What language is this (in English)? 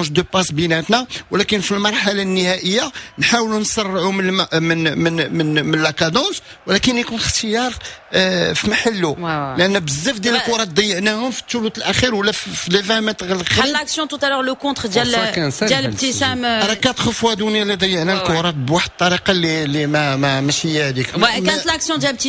Moroccan Arabic